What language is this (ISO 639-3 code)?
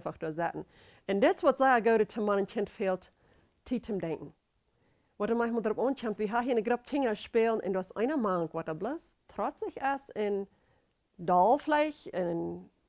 pdt